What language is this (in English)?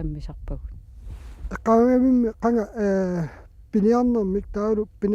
Kalaallisut